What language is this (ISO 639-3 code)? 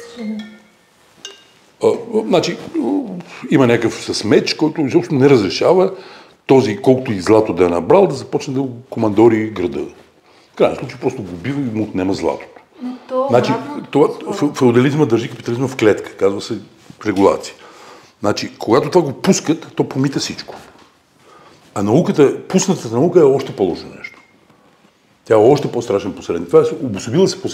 bul